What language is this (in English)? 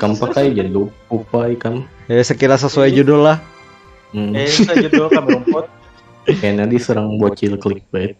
Banjar